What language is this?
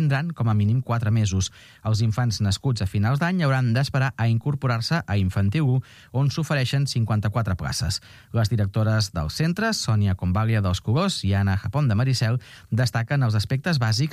Catalan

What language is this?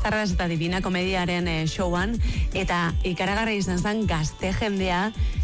Basque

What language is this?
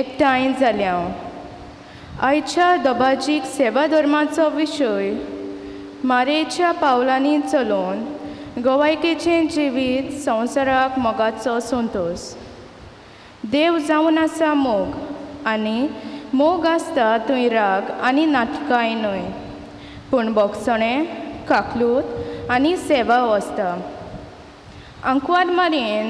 Konkani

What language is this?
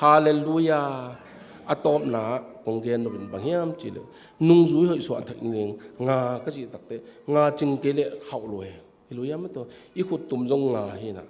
Tedim Chin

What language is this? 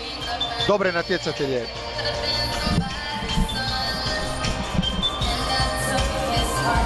Croatian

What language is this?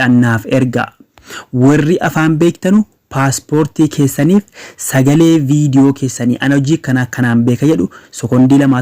Oromo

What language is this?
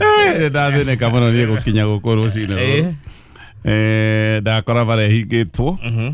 Kikuyu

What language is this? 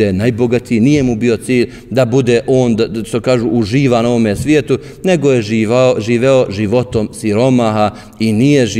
Bosnian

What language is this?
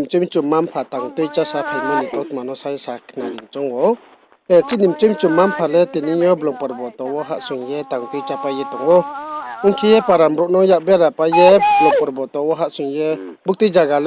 Riang (India)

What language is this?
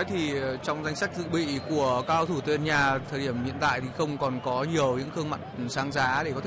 Vietnamese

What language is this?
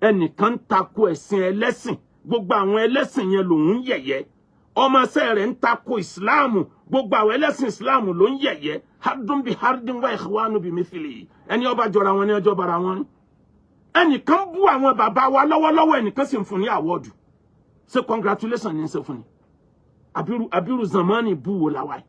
Yoruba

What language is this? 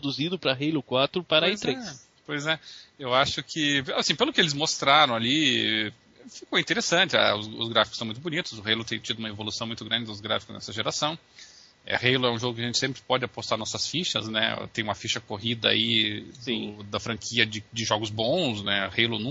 Portuguese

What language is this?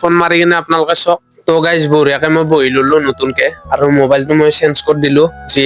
Assamese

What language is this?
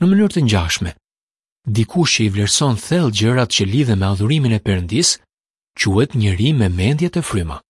Albanian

